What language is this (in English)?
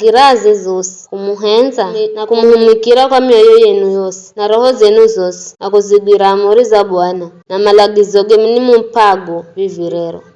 Giryama